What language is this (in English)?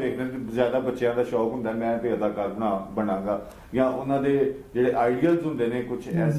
Punjabi